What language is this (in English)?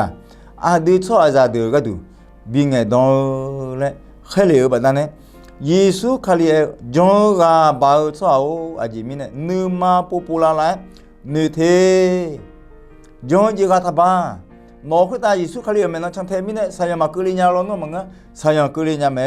Akha